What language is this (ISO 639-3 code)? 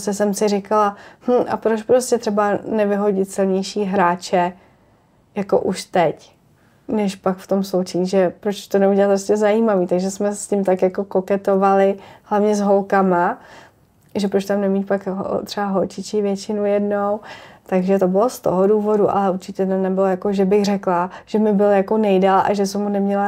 ces